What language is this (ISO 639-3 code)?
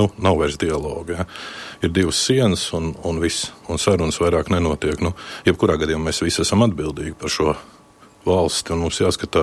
lav